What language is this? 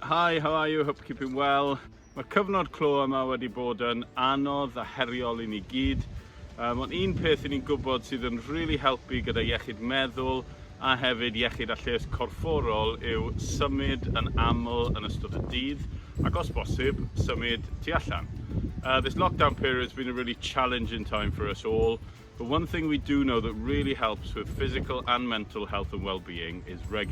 Welsh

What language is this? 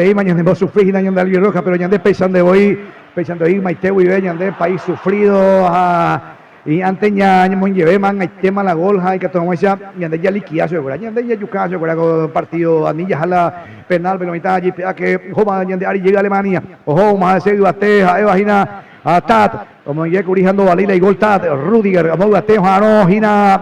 Guarani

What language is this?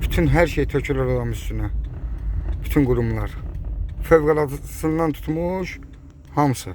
Azerbaijani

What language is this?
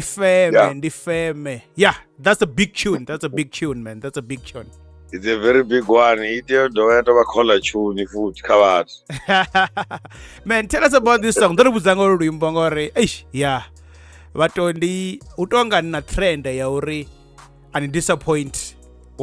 Venda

